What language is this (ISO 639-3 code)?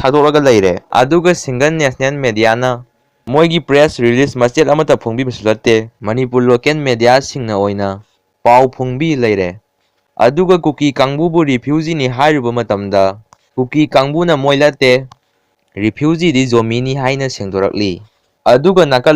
mni